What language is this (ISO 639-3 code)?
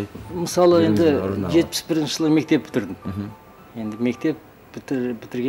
kaz